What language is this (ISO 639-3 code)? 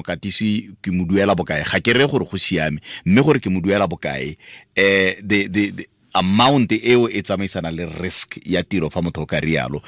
tsn